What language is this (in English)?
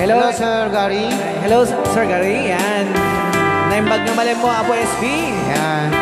Iloko